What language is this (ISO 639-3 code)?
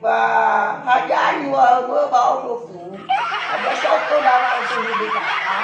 nia